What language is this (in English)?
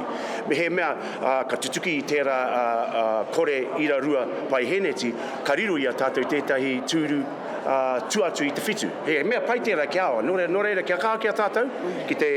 Māori